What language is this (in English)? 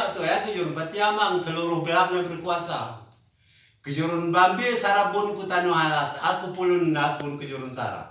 Achinese